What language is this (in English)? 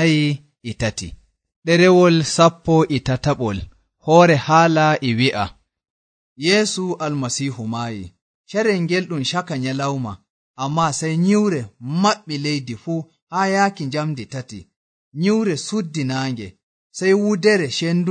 Nigerian Fulfulde